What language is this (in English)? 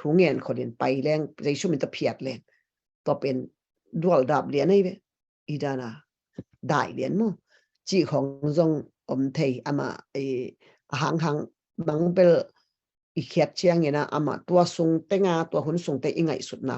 Tedim Chin